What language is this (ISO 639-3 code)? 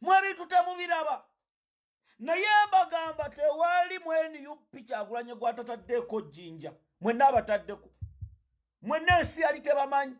lug